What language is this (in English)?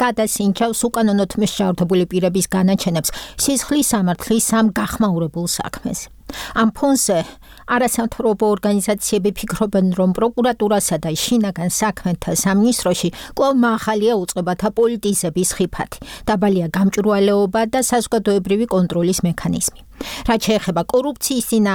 Georgian